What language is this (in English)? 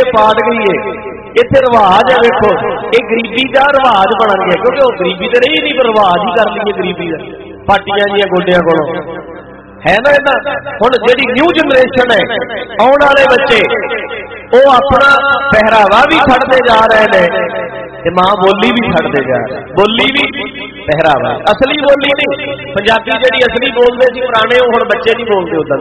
Punjabi